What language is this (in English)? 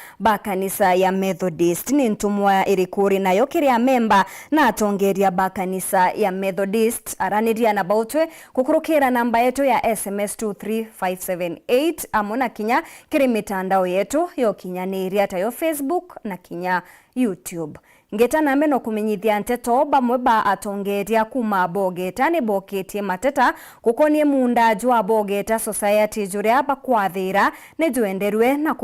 Meru